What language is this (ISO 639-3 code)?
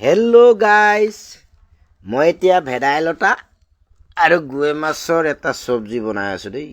asm